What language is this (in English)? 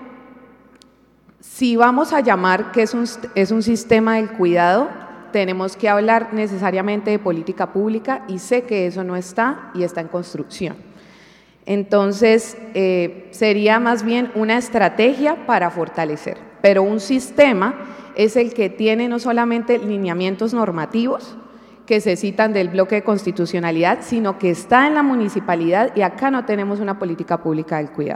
Spanish